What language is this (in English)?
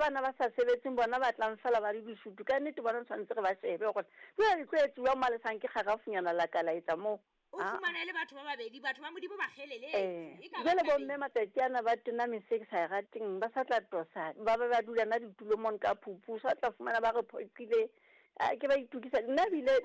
Southern Sotho